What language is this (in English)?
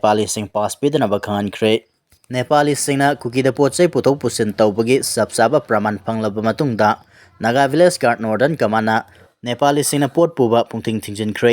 Manipuri